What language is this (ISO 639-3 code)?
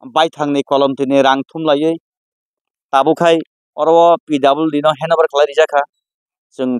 trp